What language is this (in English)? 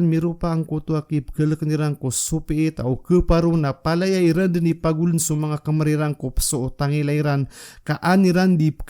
Maranao